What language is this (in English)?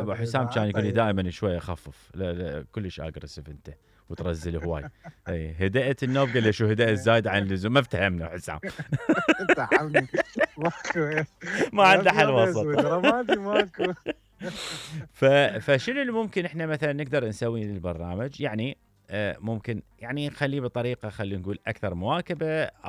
Mesopotamian Arabic